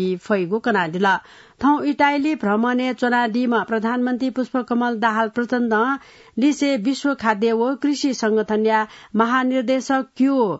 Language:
Newari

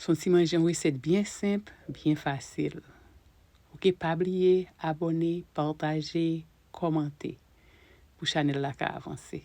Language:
Haitian Creole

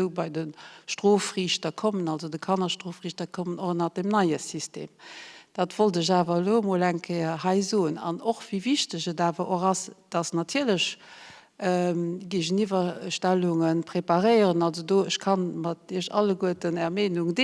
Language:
Luxembourgish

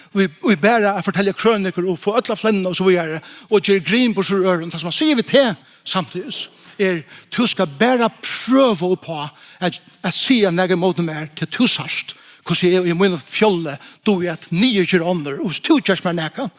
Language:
Faroese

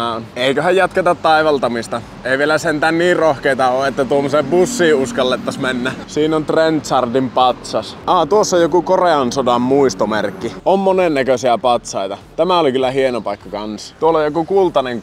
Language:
Finnish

